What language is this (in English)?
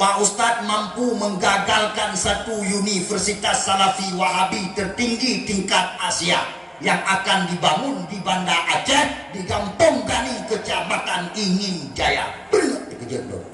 Achinese